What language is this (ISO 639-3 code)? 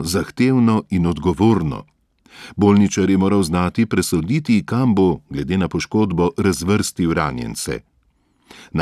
slv